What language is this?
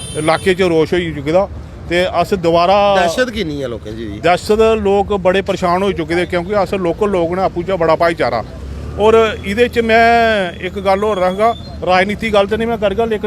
Dogri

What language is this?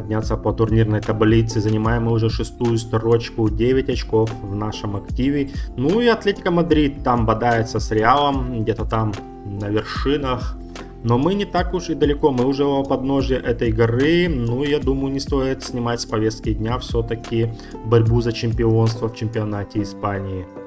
Russian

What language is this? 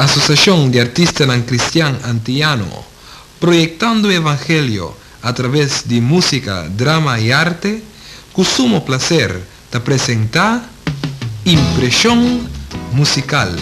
Papiamento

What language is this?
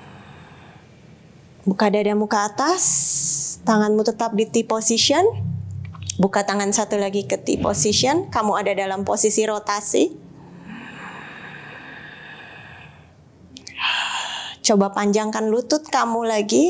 Indonesian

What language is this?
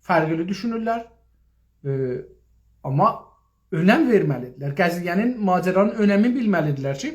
South Azerbaijani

